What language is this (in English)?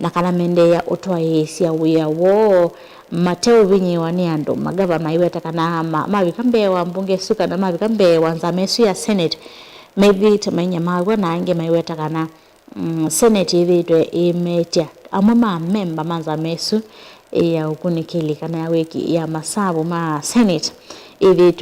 Kamba